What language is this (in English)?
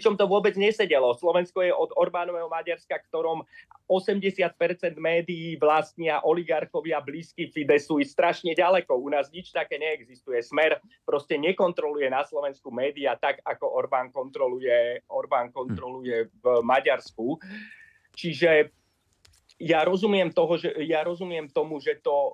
Slovak